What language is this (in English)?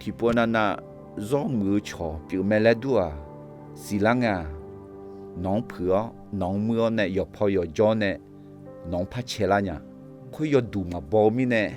Akha